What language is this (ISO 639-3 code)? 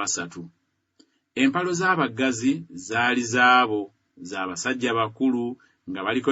lug